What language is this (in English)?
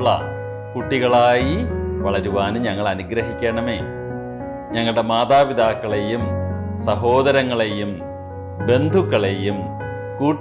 Malayalam